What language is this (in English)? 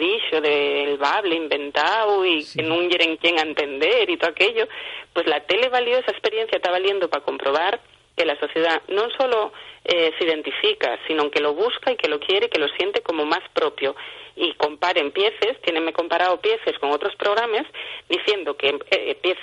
Asturian